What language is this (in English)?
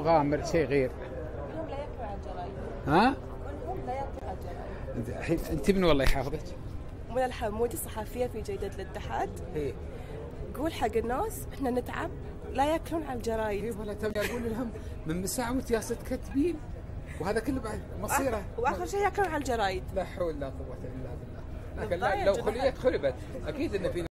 Gulf Arabic